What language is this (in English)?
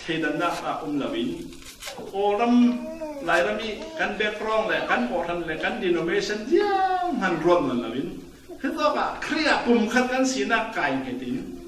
Falam Chin